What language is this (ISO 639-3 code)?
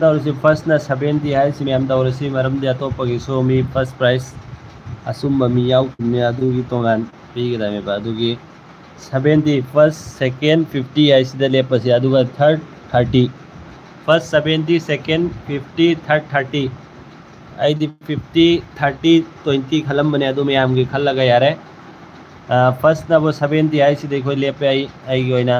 mni